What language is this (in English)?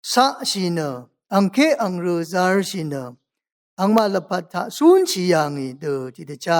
Rawang